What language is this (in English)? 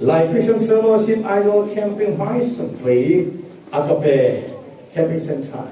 Falam Chin